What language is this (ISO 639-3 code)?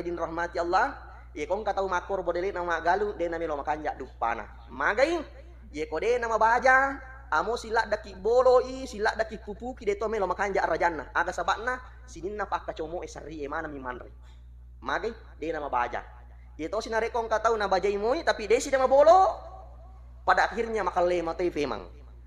bug